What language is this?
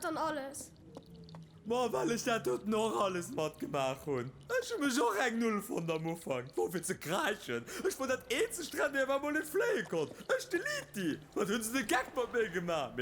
Luxembourgish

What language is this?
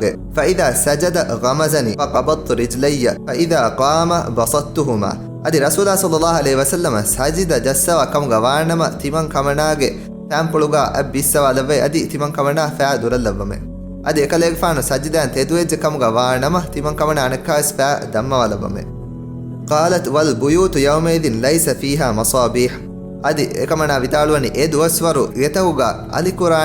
Divehi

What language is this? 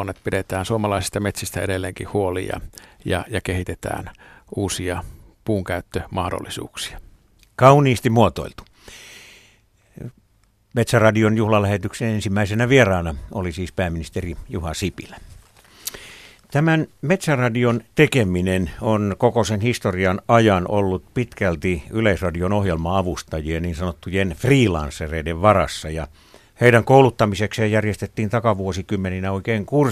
Finnish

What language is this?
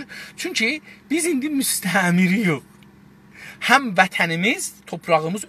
South Azerbaijani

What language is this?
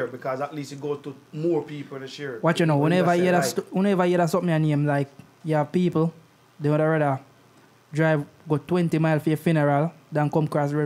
Jamaican Creole English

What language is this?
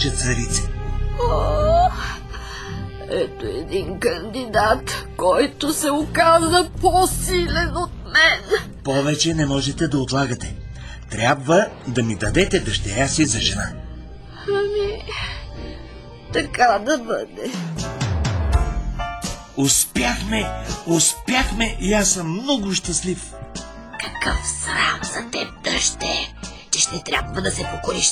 Bulgarian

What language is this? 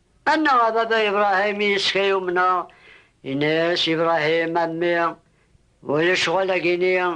Kabyle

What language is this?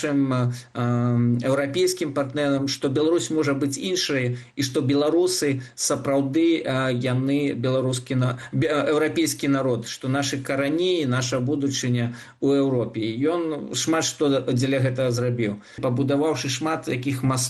Belarusian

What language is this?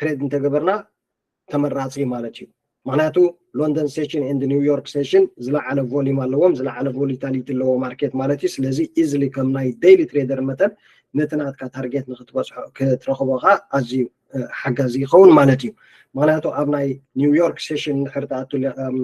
Tigrinya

